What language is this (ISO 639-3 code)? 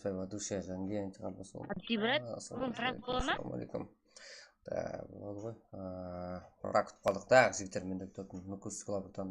kaa